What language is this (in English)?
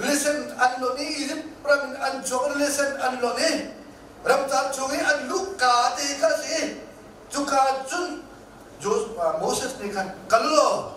Hakha Chin